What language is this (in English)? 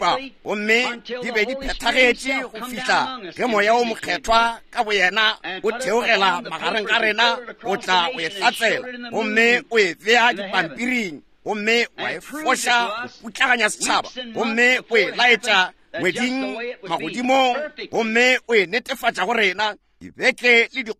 Northern Sotho